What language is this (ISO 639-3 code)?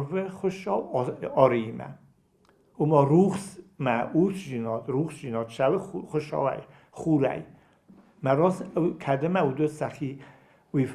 oss